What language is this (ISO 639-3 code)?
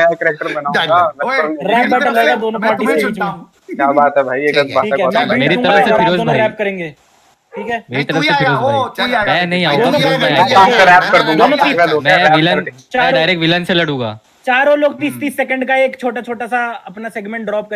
hin